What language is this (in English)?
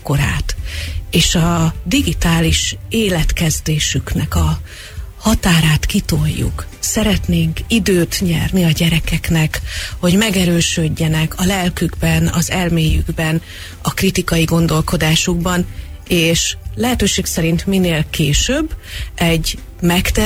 Hungarian